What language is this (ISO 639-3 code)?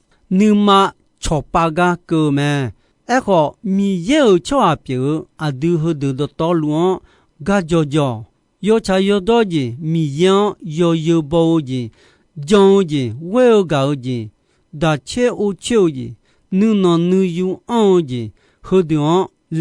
ahk